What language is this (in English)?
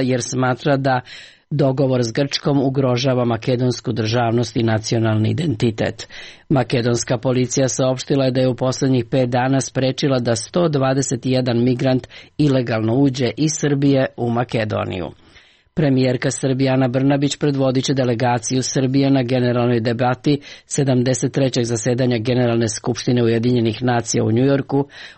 Serbian